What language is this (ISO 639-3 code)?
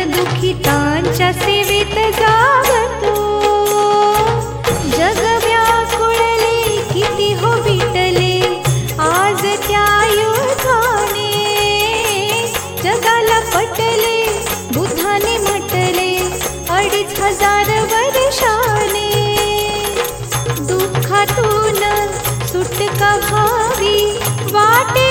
mar